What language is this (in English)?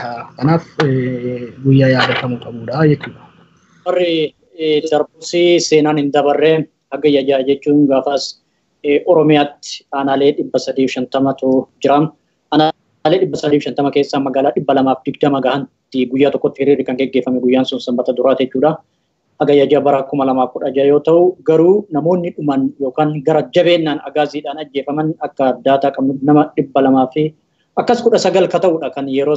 Oromo